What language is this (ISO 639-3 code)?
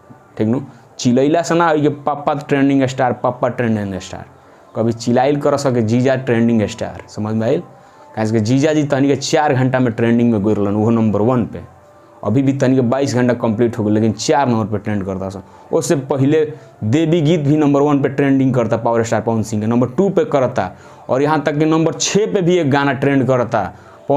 bho